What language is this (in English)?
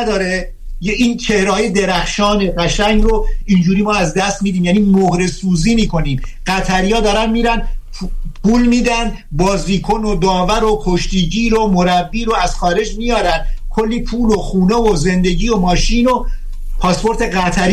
Persian